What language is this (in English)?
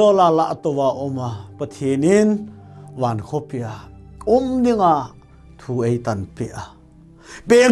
Thado Chin